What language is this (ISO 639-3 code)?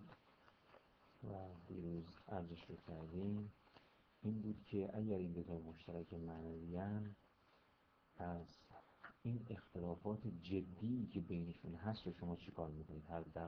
fas